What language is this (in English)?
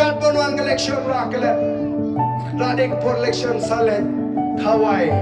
Khasi